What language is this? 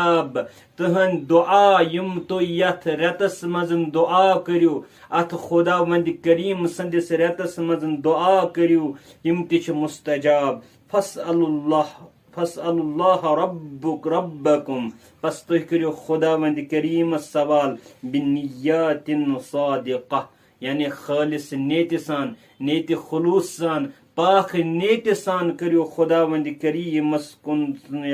Kashmiri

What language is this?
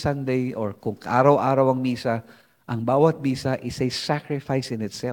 Filipino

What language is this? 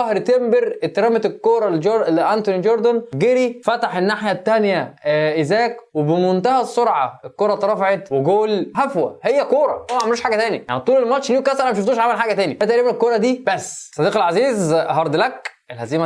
Egyptian Arabic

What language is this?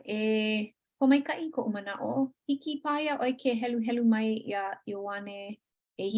Hawaiian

